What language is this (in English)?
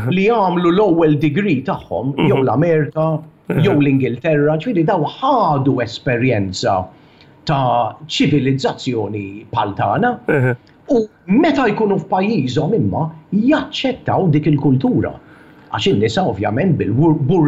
Maltese